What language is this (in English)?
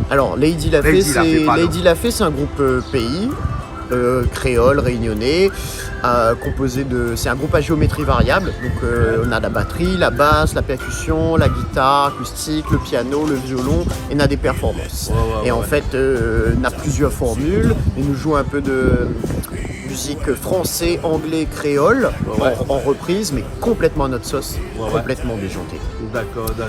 Réunion Creole French